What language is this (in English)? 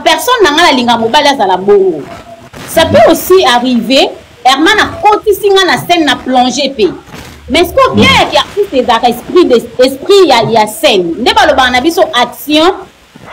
Lingala